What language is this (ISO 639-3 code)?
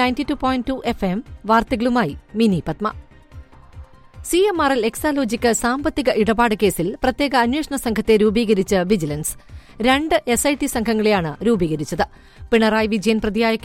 mal